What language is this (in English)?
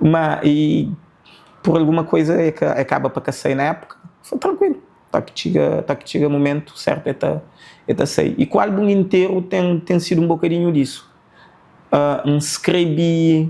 Kabuverdianu